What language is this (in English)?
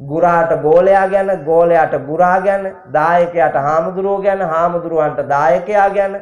Sinhala